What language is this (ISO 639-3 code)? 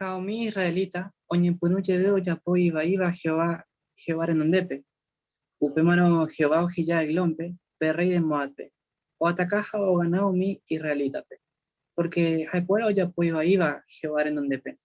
grn